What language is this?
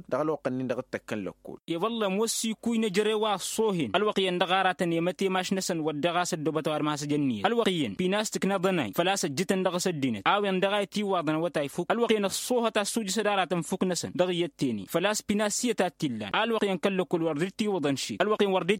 Tamasheq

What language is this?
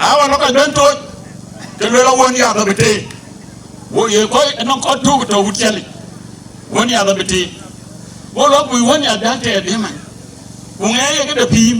Dinka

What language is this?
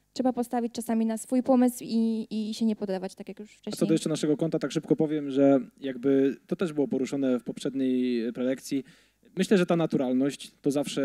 Polish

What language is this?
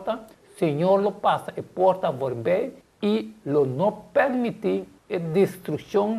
Papiamento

